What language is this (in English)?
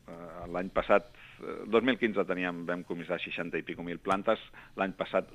Catalan